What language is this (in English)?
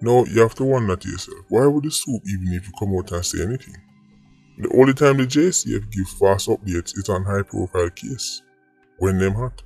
Jamaican Creole English